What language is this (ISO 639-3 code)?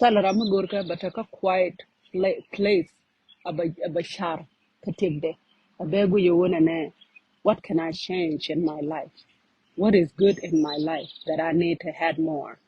nus